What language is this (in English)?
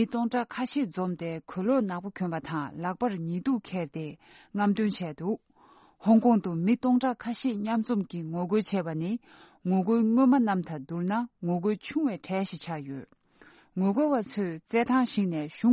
Tibetan